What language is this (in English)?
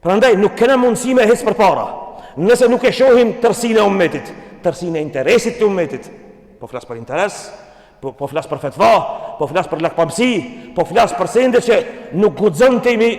Albanian